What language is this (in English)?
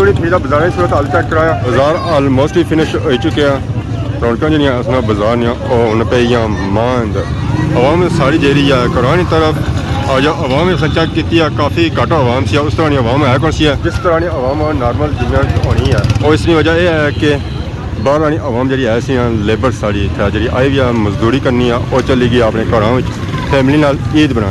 Pahari-Potwari